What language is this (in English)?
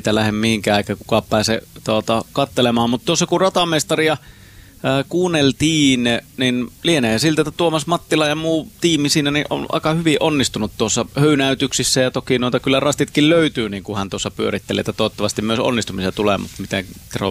Finnish